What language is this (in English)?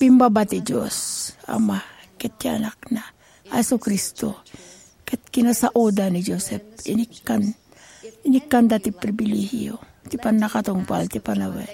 Iloko